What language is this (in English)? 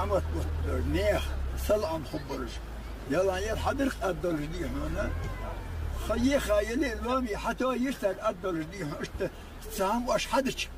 Ingush